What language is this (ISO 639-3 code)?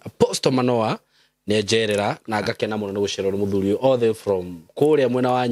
kik